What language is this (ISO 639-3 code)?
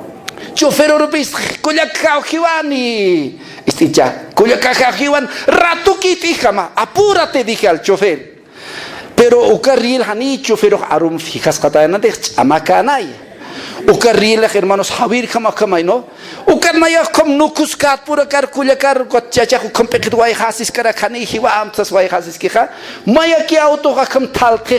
aym